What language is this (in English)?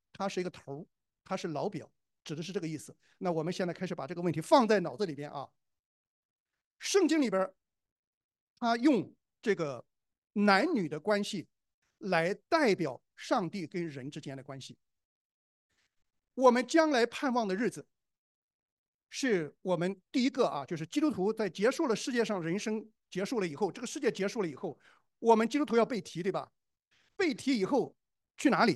Chinese